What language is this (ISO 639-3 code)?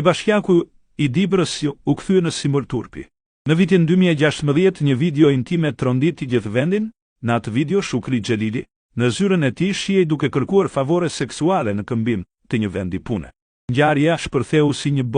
sqi